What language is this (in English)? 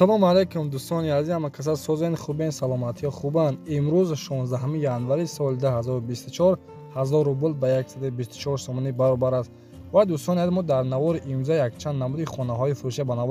Tajik